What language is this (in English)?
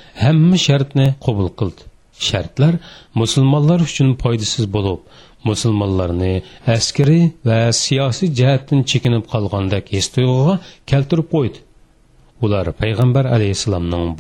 Uyghur